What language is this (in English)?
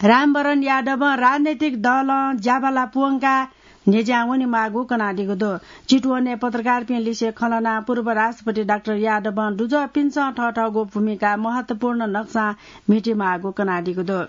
Newari